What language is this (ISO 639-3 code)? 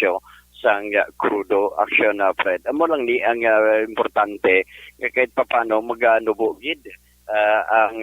hil